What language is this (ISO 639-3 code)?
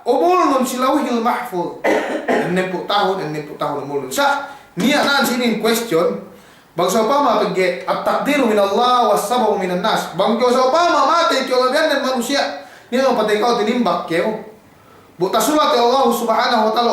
yka